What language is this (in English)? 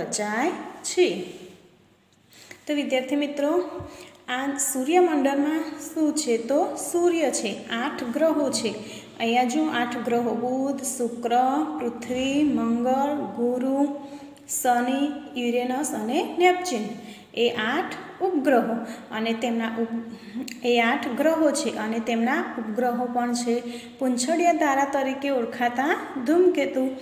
Gujarati